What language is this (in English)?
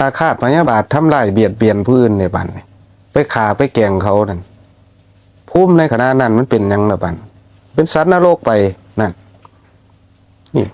Lao